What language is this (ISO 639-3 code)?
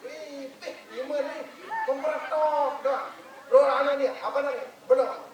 sas